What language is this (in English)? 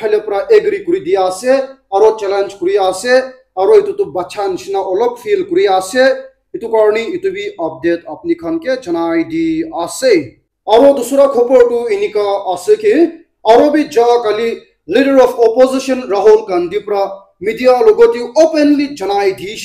Naga Pidgin